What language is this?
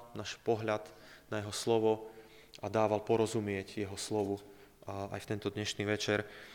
Slovak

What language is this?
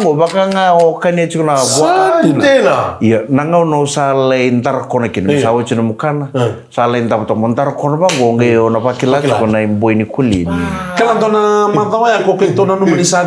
Fijian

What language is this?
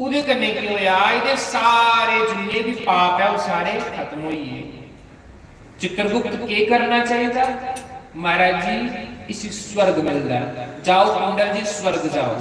Dogri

